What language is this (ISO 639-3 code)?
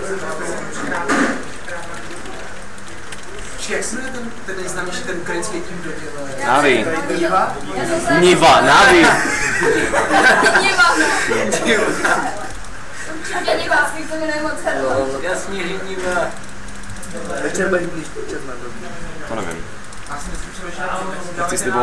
ces